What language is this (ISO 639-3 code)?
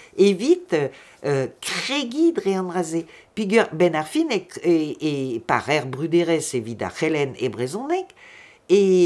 bre